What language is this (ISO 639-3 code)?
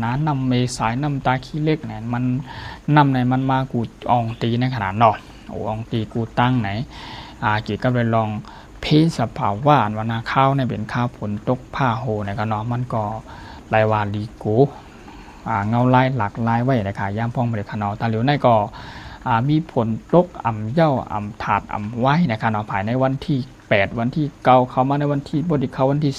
shn